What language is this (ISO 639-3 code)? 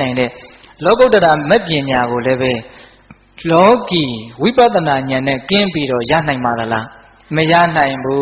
mya